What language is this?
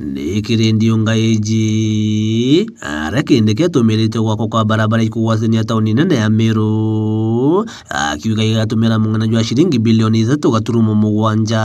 Meru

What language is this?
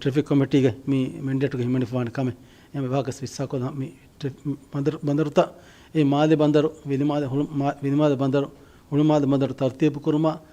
Divehi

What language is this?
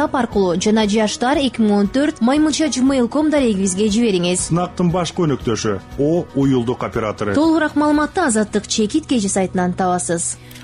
Kyrgyz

